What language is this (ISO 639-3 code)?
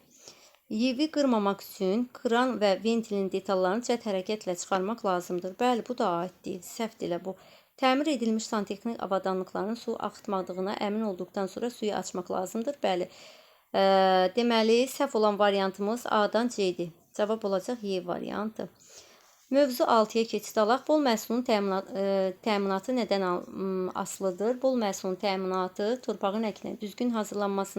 aze